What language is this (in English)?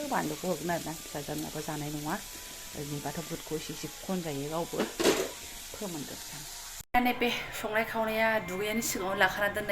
Bodo